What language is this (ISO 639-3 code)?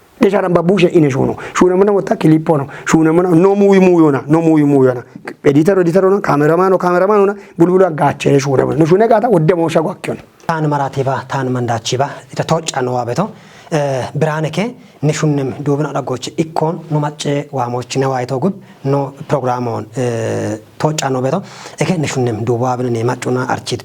kbr